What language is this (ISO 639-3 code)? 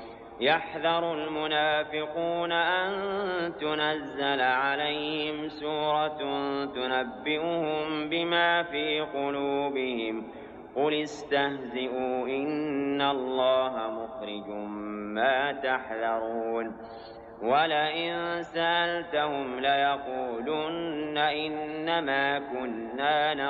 ara